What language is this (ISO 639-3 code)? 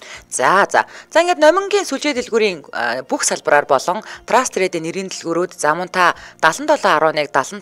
mon